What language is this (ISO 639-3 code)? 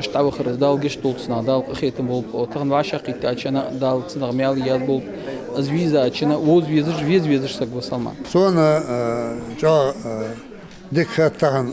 inh